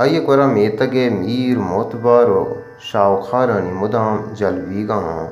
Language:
Baluchi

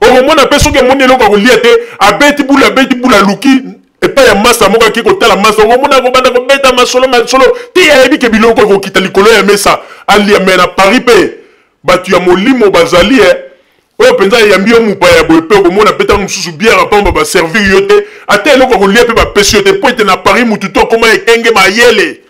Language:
Lingala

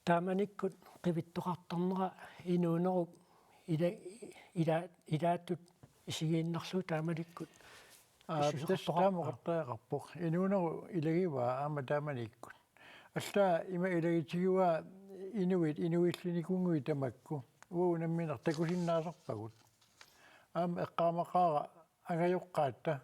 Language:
Kalaallisut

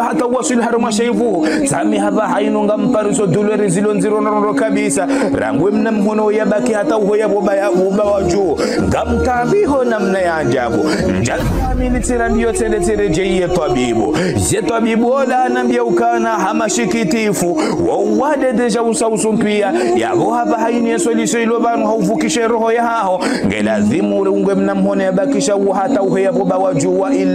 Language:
Ngazidja Comorian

